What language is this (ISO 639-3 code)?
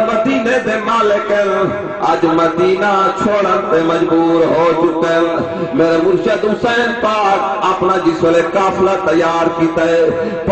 skr